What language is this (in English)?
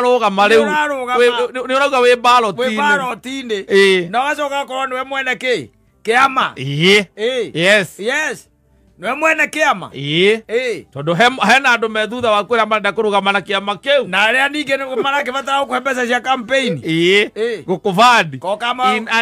Kikuyu